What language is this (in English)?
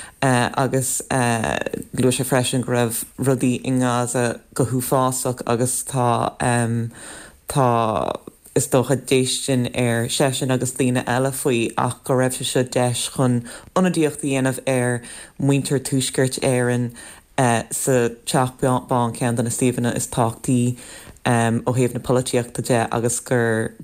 Irish